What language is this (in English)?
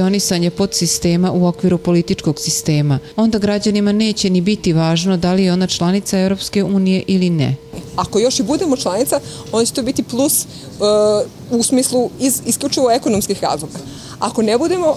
Serbian